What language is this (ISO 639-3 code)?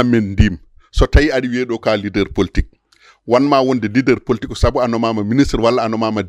ful